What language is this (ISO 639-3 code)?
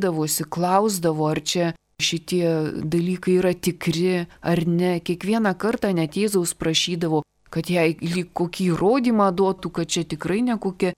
lit